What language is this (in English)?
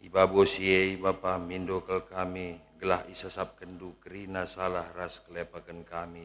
Batak Karo